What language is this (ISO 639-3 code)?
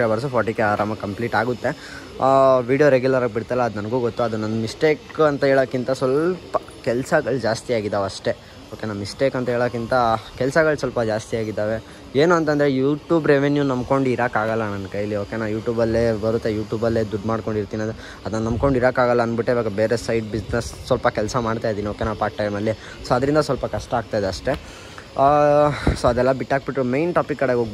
kan